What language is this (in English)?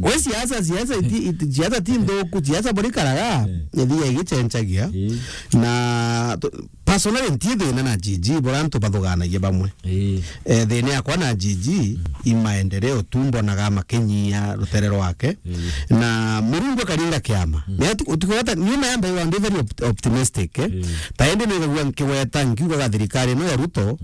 Meru